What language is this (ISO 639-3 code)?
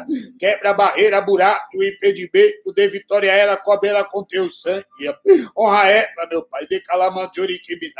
por